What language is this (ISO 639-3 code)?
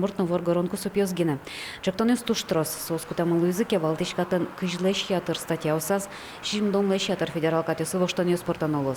udm